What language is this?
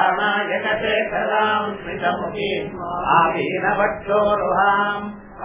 Tamil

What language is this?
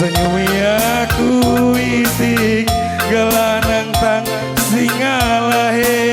Batak Karo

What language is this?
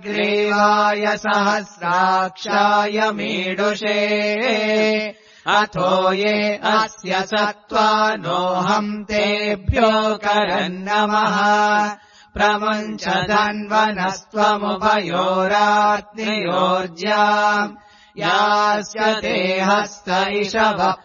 Sanskrit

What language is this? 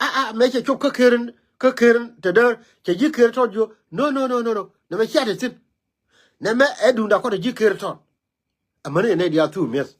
Nuer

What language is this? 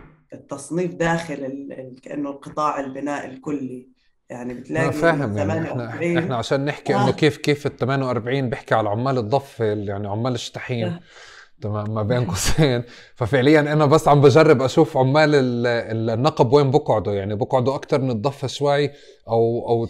North Levantine Arabic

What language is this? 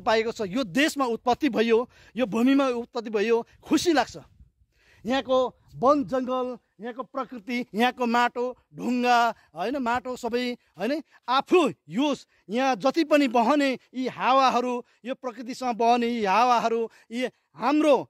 Nepali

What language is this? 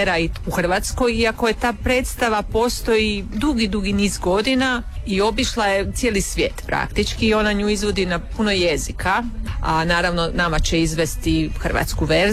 Croatian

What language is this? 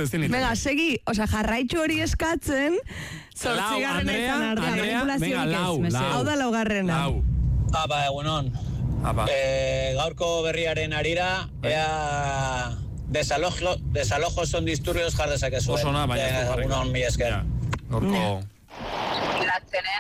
Basque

